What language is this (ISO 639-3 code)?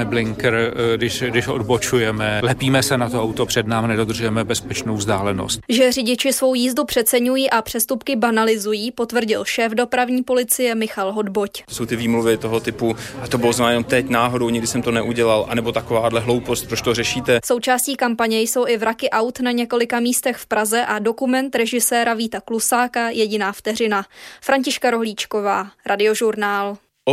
ces